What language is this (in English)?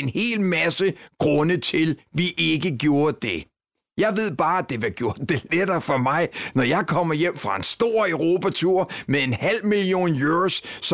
Danish